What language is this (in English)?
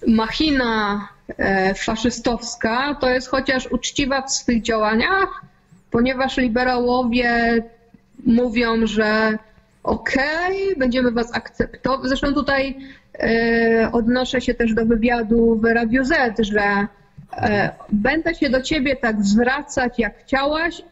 Polish